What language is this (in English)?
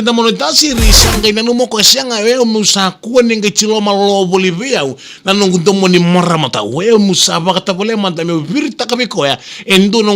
Fijian